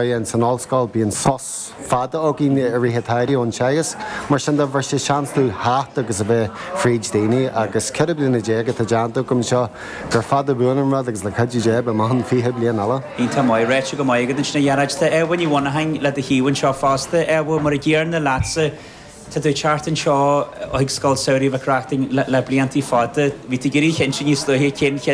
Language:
Irish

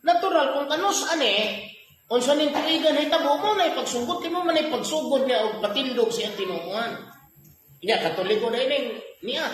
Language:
Cebuano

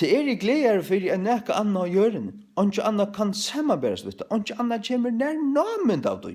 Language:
Faroese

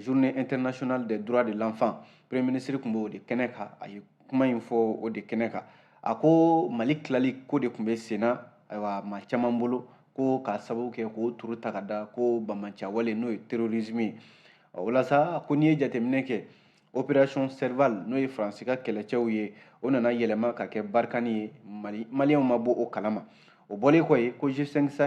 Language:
Bambara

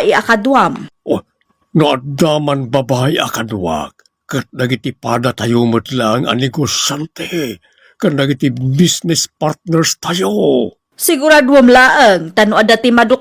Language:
Iloko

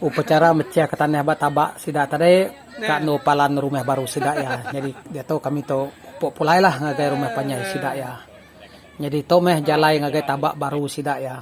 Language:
Iban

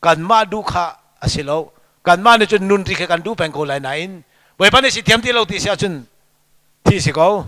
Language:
Hakha Chin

